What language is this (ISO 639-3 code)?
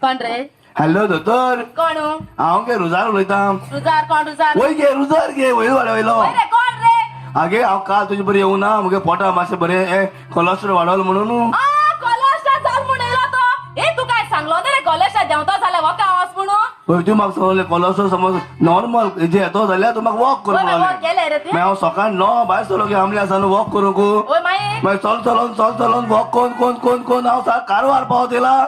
kok